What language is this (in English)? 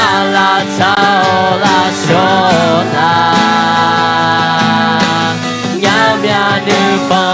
Akha